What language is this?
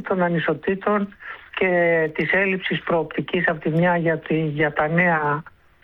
Greek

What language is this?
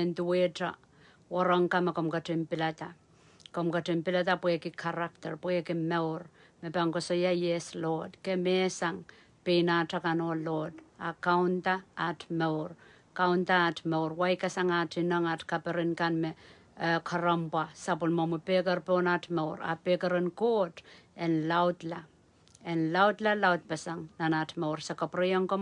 Pohnpeian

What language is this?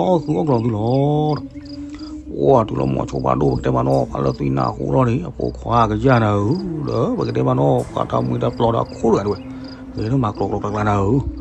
S'gaw Karen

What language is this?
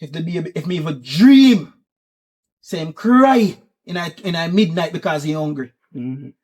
Jamaican Creole English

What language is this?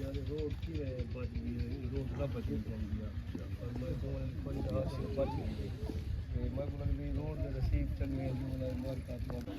Saraiki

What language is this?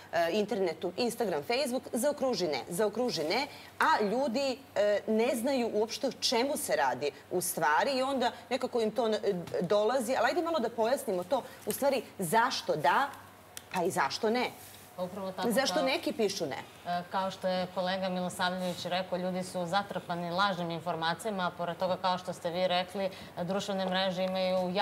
Serbian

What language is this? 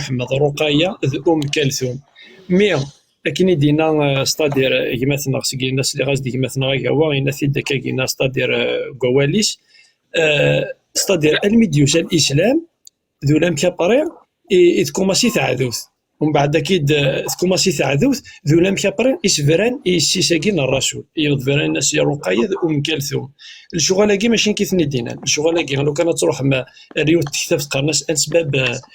Kabyle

